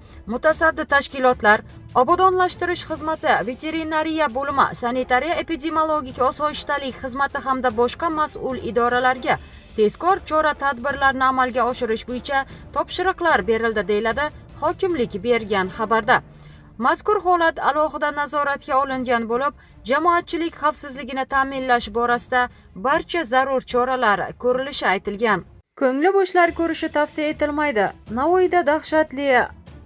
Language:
Uzbek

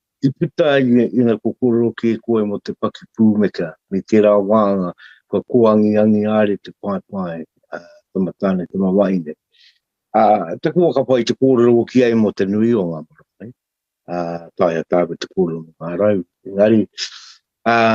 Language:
Māori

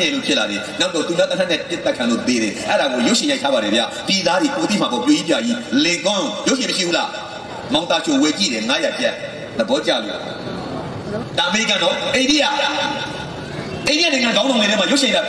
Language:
Burmese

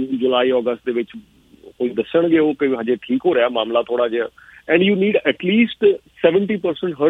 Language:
Punjabi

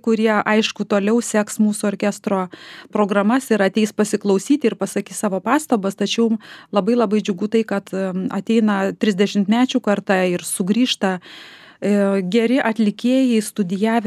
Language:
Lithuanian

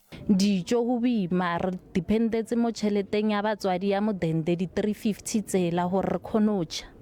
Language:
Tswana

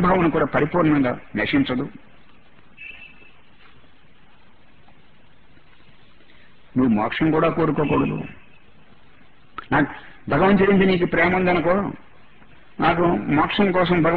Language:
Telugu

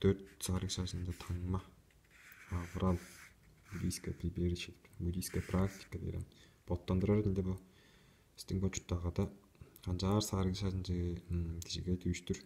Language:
Tuvinian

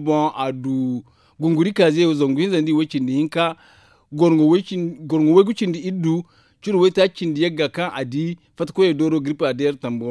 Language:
Zarma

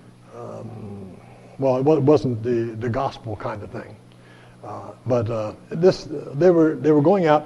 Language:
English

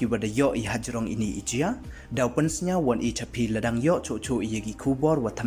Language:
Pnar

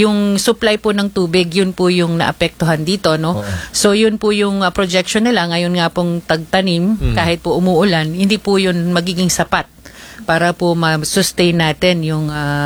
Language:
Filipino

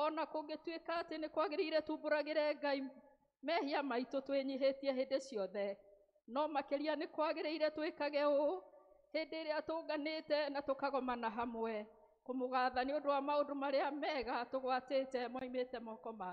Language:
Kikuyu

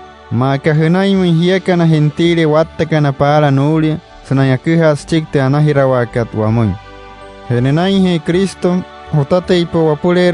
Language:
Wayuu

